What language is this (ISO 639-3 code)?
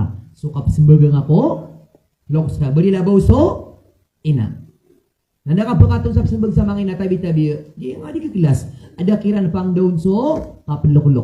mrw